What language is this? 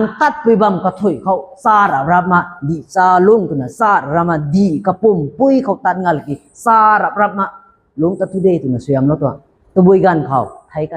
Rongmei Naga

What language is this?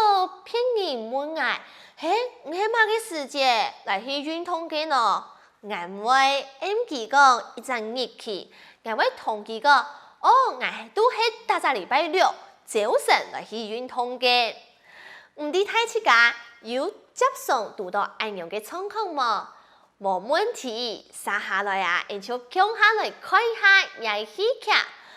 Hakka Chinese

